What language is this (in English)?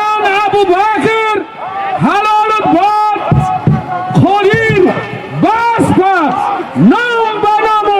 Tajik